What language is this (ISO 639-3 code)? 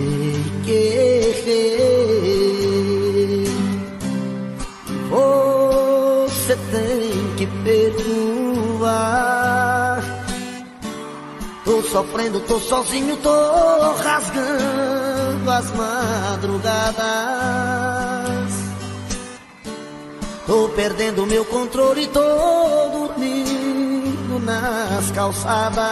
por